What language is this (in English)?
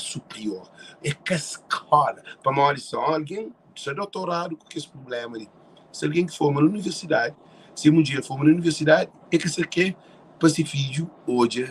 Kabuverdianu